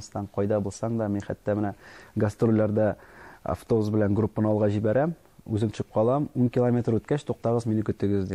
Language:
Tatar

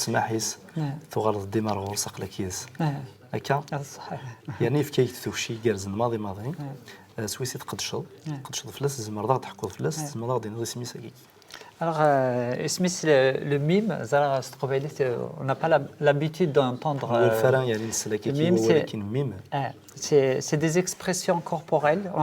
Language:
Kabyle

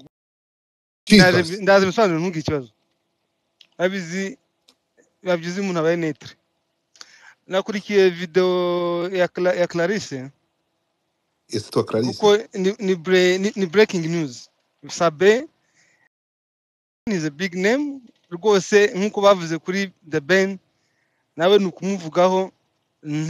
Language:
Kinyarwanda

